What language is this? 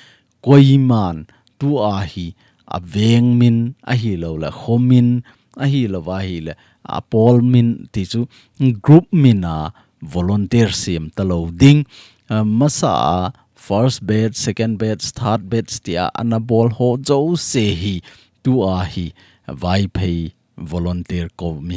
Thado Chin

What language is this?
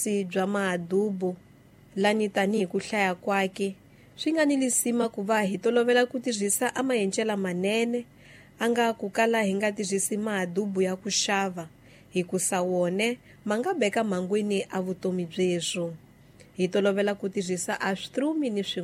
Tsonga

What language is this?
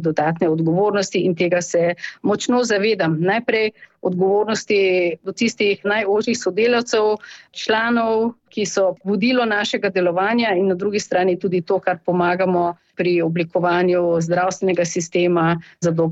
Slovenian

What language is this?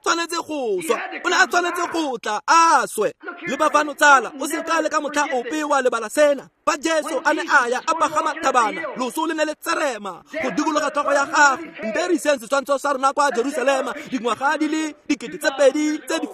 Tswana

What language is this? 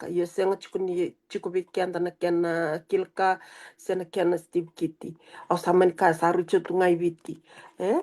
Fijian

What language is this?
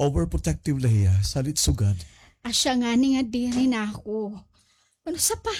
Waray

